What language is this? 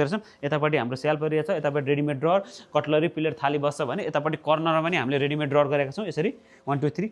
Nepali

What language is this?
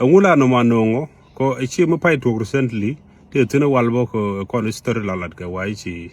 Nuer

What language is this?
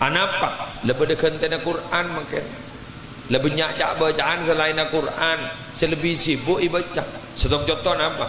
Madurese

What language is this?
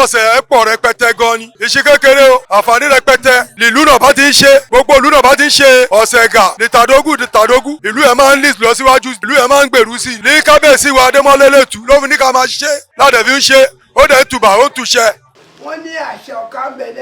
Yoruba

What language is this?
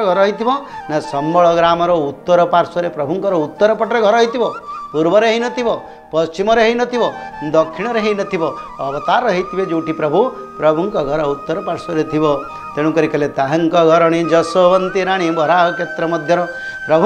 Odia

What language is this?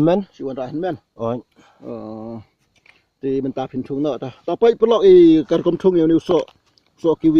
Khasi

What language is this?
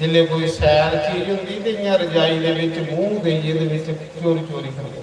Dogri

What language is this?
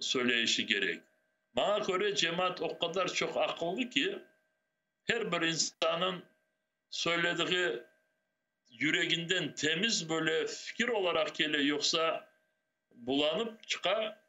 Crimean Tatar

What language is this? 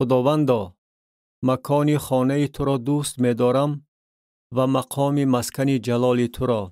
Tajik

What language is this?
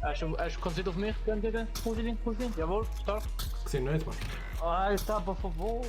Swiss German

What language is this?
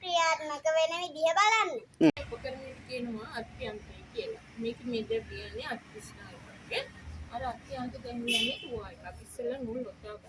Sinhala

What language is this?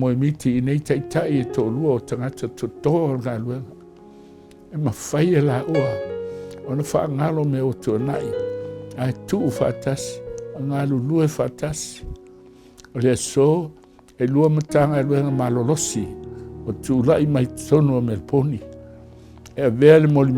Samoan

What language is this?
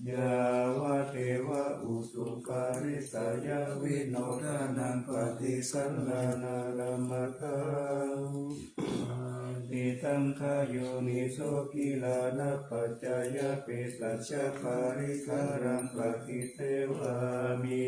Pali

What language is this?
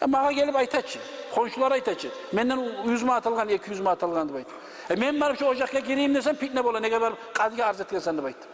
Kumyk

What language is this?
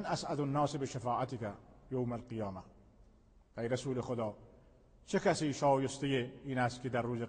Persian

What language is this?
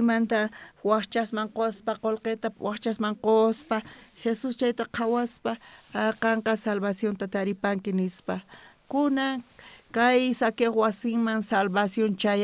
South Bolivian Quechua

